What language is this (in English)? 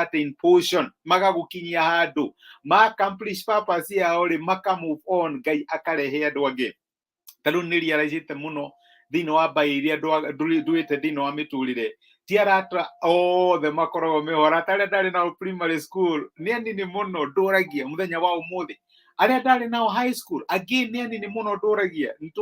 Kikuyu